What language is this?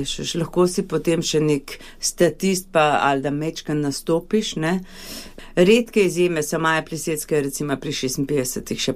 Slovenian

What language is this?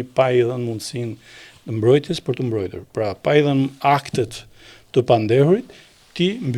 Albanian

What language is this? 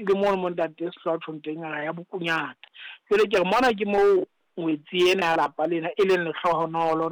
Southern Sotho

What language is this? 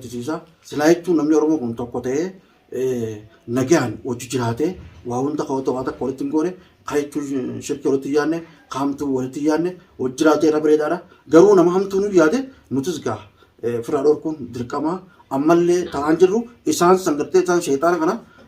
Oromo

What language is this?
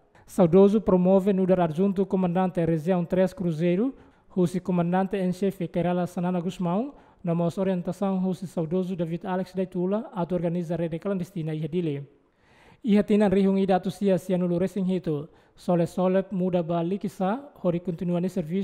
Tetum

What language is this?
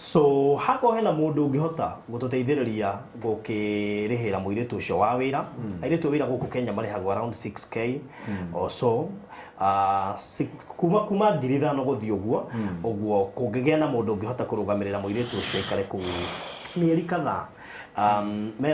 Kikuyu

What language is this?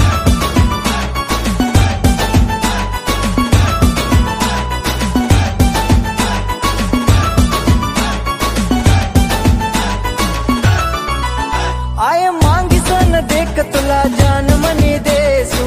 Marathi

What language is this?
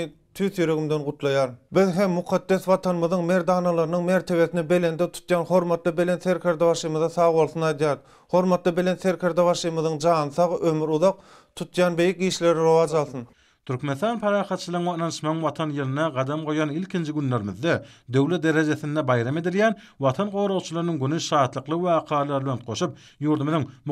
Turkmen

